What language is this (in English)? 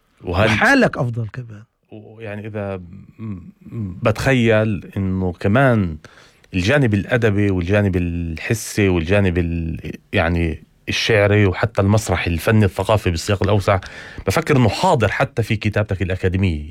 North Levantine Arabic